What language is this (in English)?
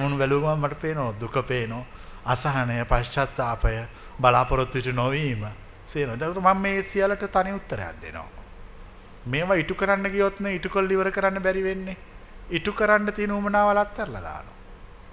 Sinhala